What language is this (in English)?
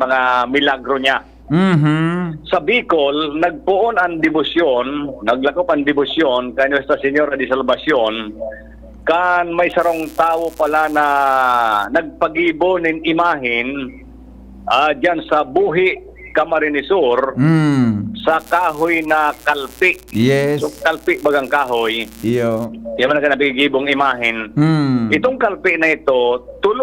Bikol